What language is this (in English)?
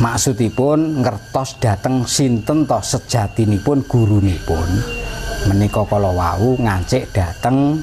Javanese